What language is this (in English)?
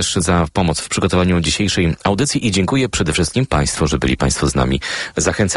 Polish